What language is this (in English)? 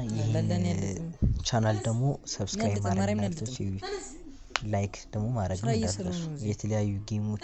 Amharic